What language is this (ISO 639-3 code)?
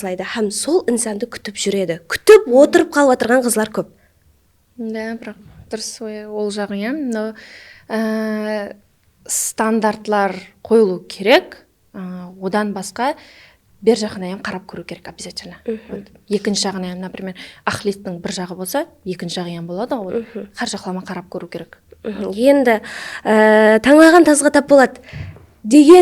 kaa